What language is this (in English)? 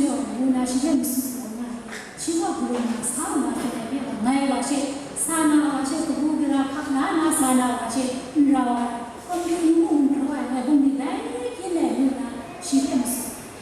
Kachin